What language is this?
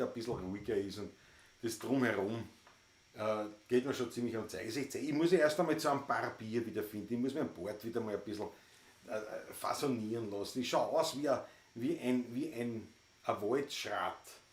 Bavarian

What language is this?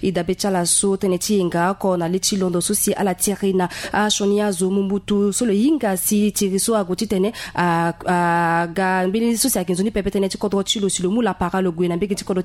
Sango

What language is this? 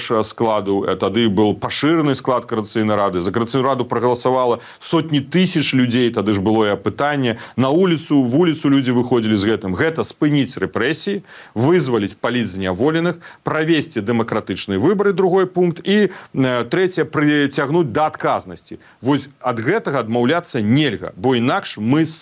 Belarusian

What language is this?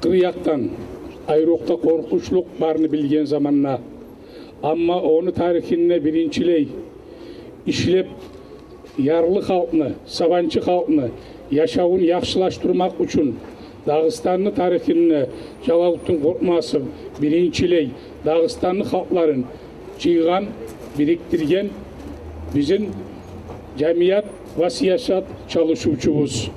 Kumyk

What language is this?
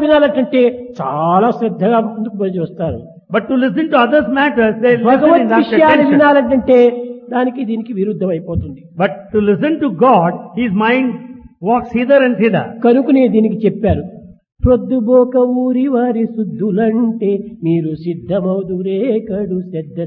Telugu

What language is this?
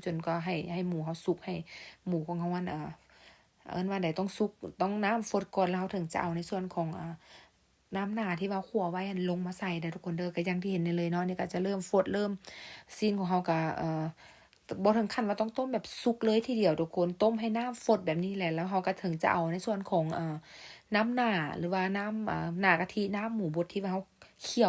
Lao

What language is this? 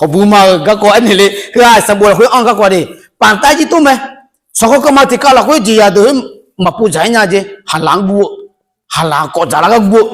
Akha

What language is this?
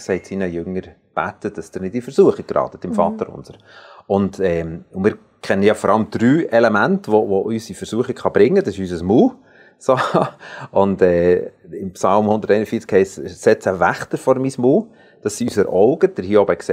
Swiss German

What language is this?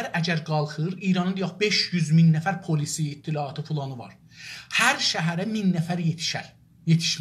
South Azerbaijani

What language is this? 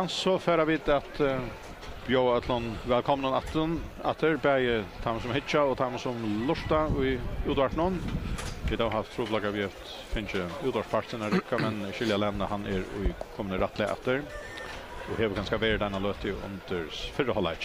Faroese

